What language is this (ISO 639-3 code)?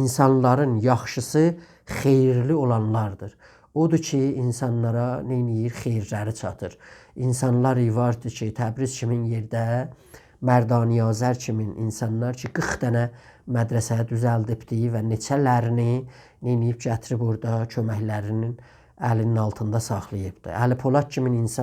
azb